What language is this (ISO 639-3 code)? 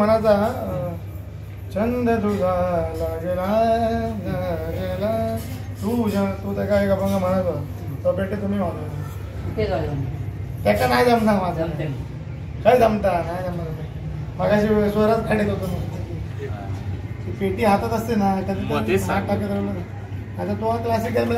mar